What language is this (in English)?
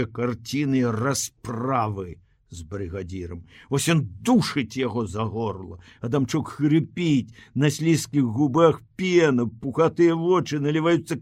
Belarusian